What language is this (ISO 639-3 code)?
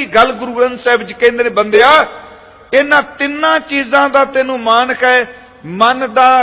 pan